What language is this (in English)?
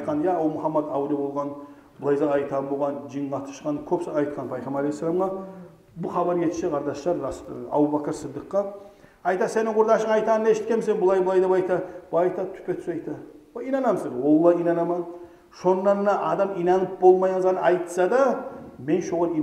Kumyk